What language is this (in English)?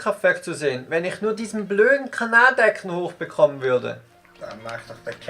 Swiss German